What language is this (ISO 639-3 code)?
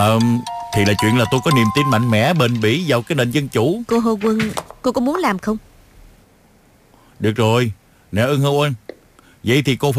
vie